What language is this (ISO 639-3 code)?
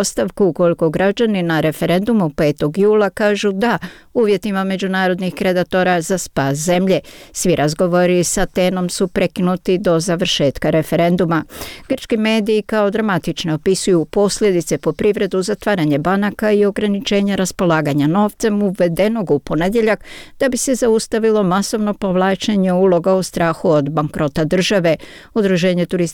bos